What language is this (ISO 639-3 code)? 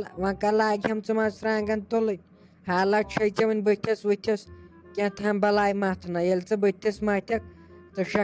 kas